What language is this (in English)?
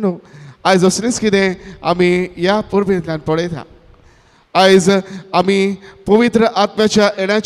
Konkani